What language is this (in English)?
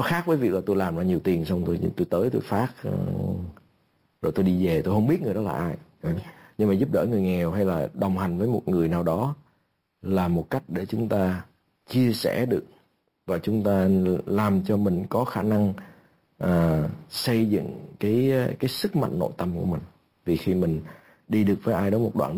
Vietnamese